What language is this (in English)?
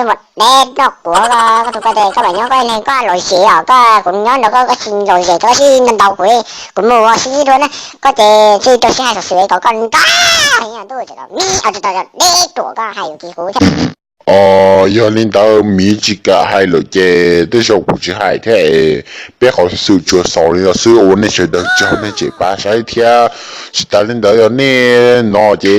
Hmong